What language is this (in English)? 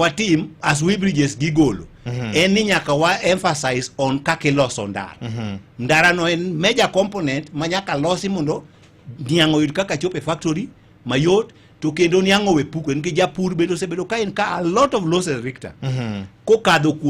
Luo (Kenya and Tanzania)